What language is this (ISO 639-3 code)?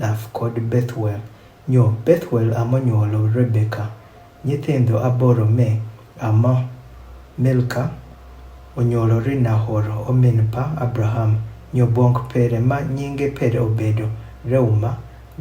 adh